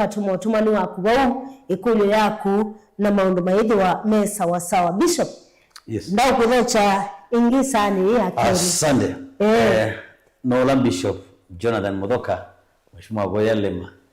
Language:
Kamba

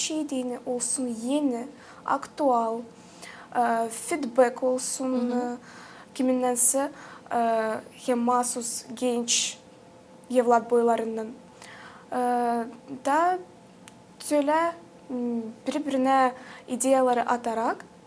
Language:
Gagauz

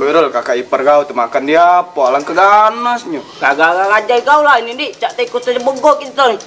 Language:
Musi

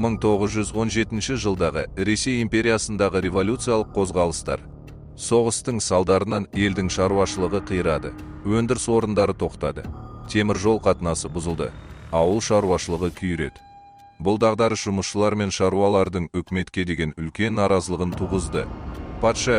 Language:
Kazakh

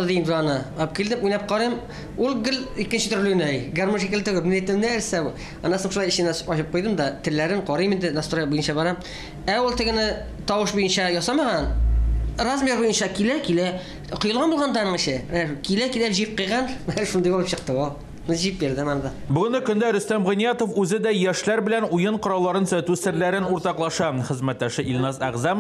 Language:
Tatar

